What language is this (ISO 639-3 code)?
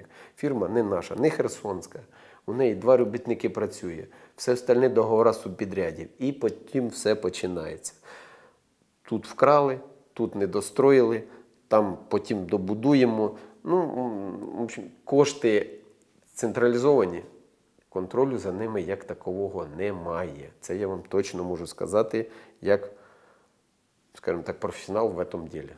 ukr